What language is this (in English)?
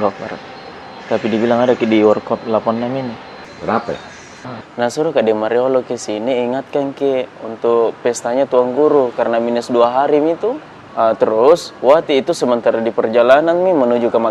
Makassar Malay